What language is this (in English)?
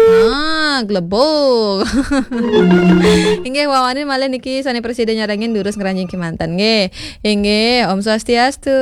Balinese